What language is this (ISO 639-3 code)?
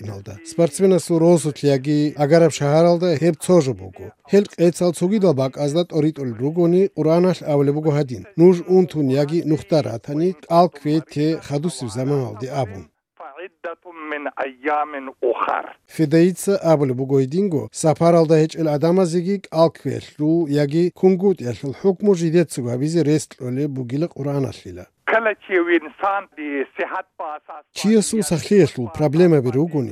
kat